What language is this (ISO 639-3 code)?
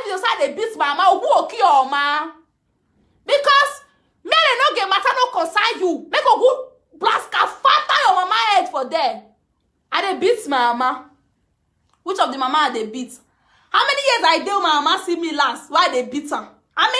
pcm